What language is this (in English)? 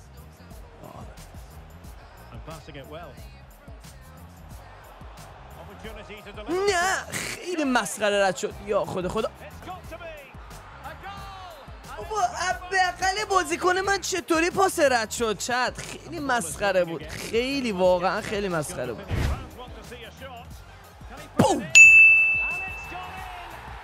Persian